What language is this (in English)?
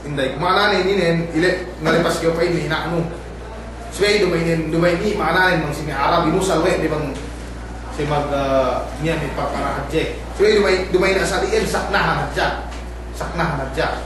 Yakan